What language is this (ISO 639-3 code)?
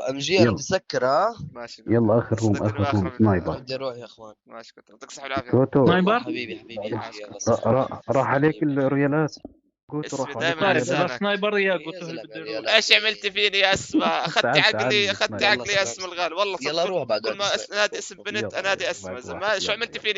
apc